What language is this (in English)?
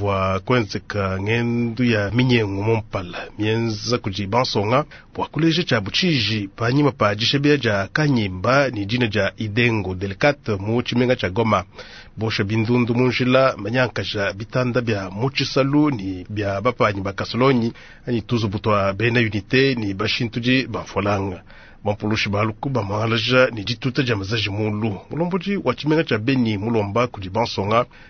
Luba-Lulua